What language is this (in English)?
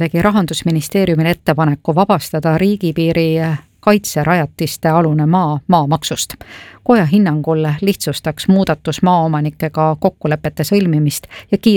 Estonian